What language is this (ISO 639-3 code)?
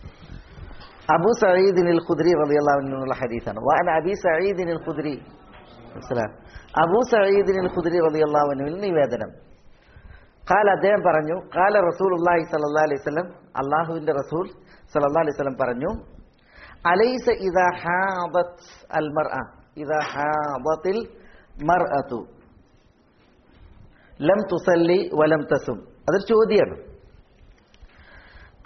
mal